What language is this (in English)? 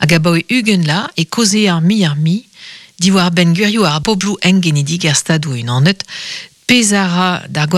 Breton